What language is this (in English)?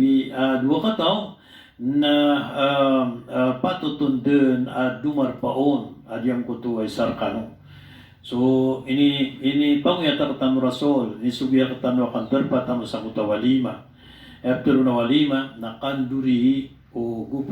Maranao